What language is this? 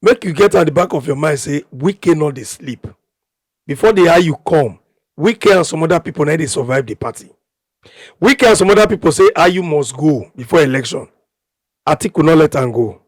Nigerian Pidgin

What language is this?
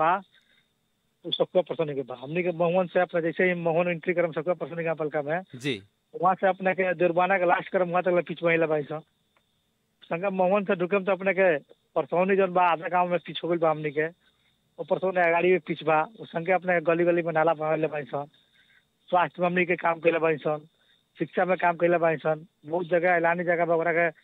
Bhojpuri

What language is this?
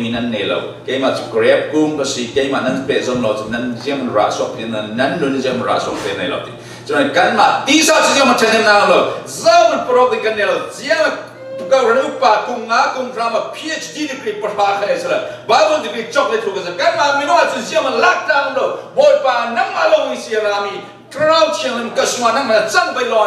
Falam Chin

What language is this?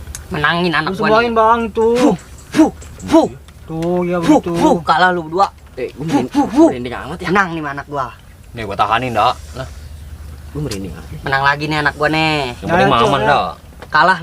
Betawi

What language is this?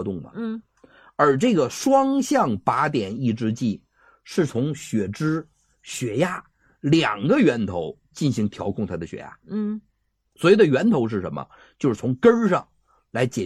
Chinese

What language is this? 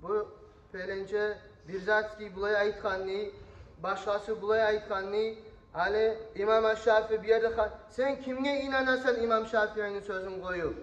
Kumyk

